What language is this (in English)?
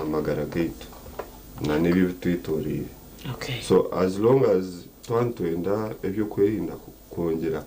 Nyankole